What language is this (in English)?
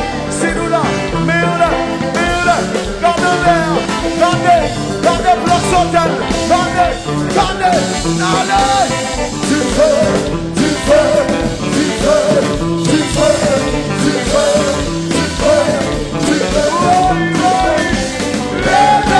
Haitian Creole